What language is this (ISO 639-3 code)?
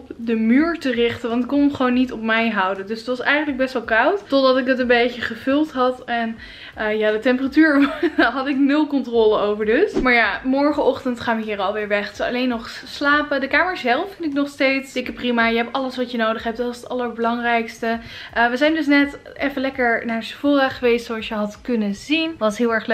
nld